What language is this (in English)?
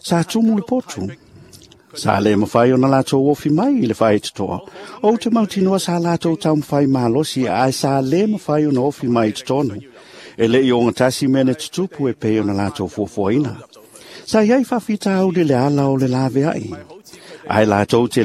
Samoan